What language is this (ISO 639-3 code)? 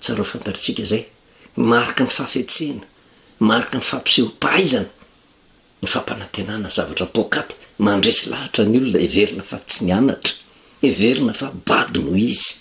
mlg